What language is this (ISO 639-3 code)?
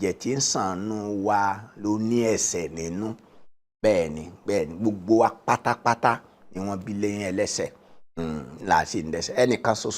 yor